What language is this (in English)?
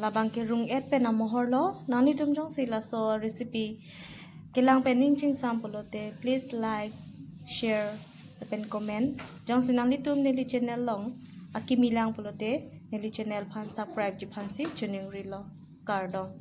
Karbi